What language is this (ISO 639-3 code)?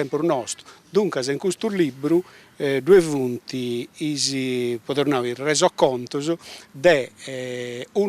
srd